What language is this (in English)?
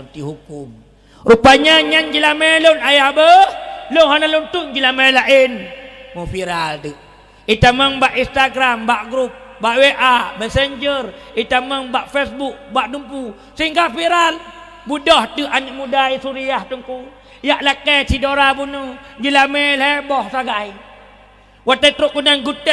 Achinese